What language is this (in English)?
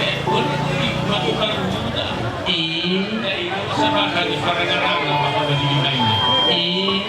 Nias